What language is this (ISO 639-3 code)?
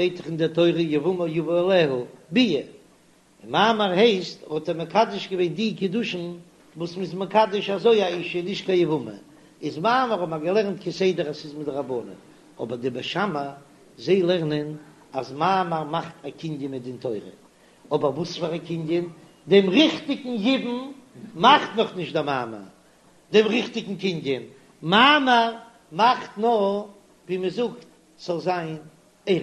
yid